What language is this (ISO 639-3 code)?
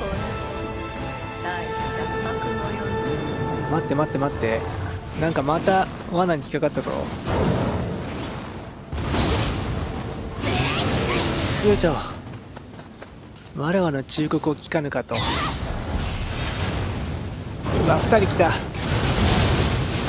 jpn